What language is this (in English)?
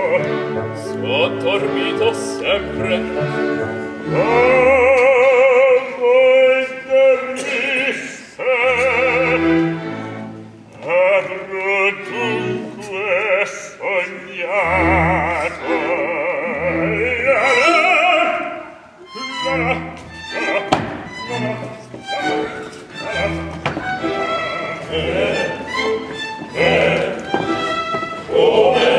Italian